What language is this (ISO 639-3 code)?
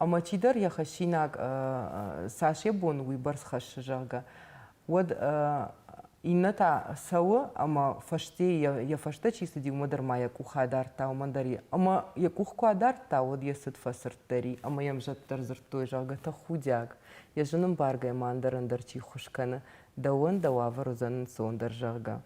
oss